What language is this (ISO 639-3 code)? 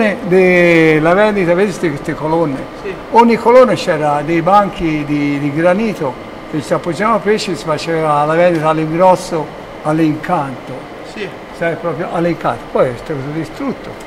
ita